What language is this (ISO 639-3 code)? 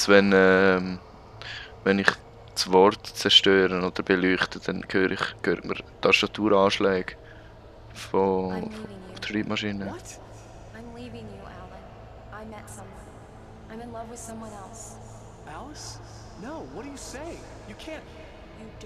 gsw